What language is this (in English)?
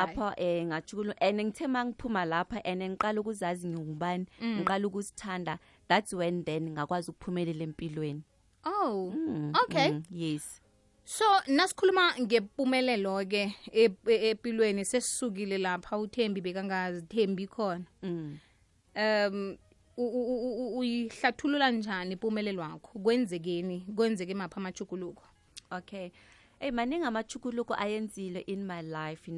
South Ndebele